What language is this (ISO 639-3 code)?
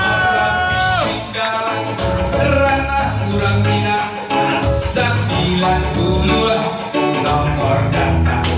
min